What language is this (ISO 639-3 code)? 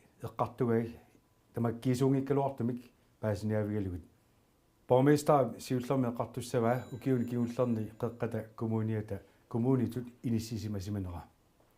kal